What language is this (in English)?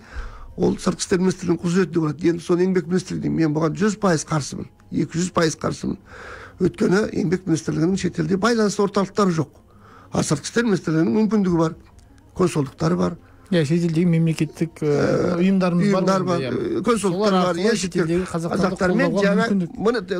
Kazakh